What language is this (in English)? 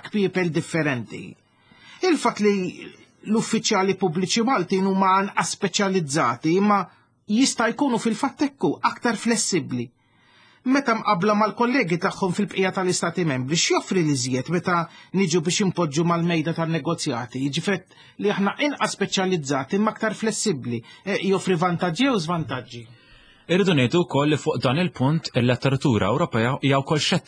Maltese